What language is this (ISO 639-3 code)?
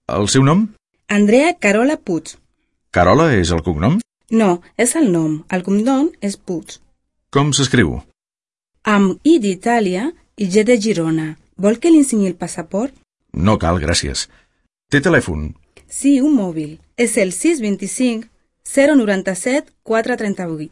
cat